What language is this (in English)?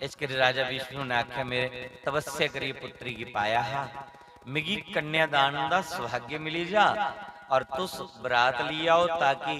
Dogri